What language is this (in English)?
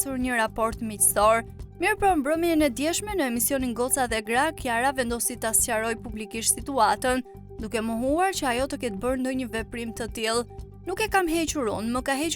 Albanian